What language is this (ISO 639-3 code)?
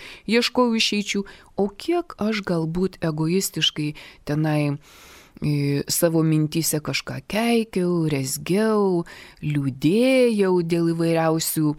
lit